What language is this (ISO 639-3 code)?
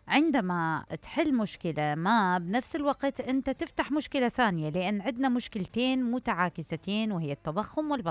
acm